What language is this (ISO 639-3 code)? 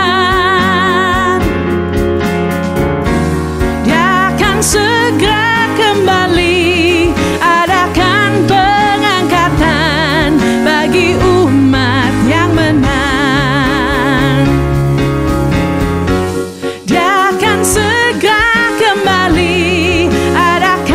ind